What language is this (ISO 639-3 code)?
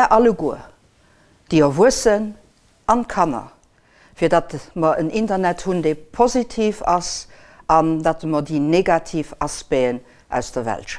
ltz